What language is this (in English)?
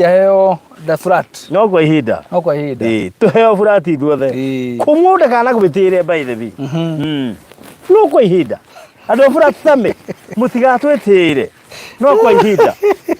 Kikuyu